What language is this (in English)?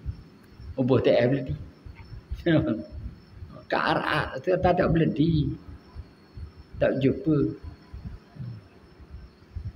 Malay